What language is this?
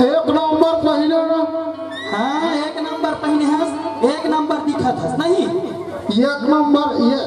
Chhattisgarhi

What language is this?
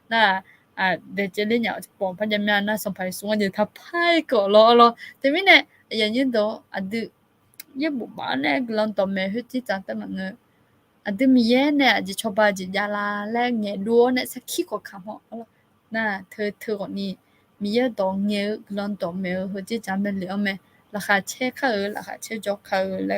Akha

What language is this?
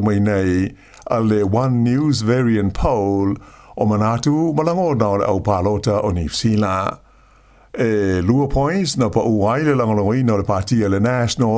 Samoan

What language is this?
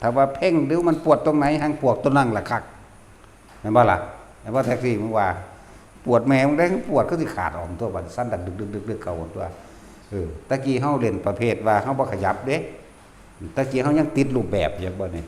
Northeastern Thai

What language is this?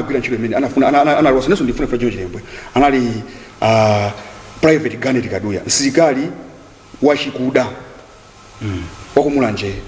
Nyanja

